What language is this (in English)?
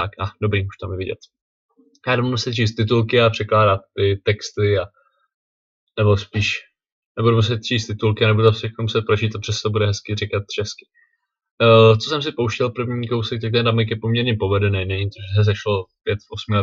Czech